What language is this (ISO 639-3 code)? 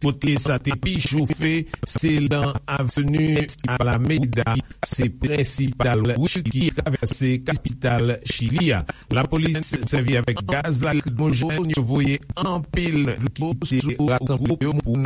hat